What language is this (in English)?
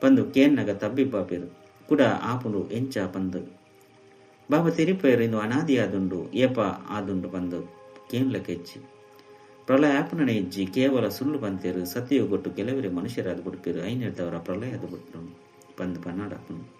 Tulu